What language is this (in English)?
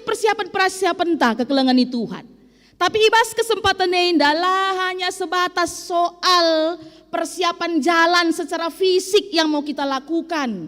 Batak Karo